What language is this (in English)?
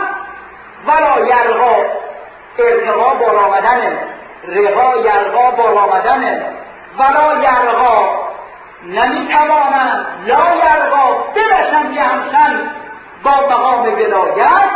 Persian